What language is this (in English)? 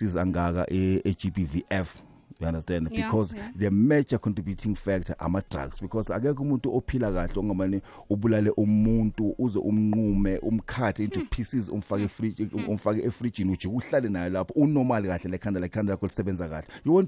South Ndebele